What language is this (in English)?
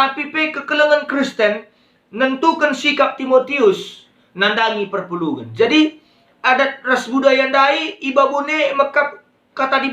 Batak Karo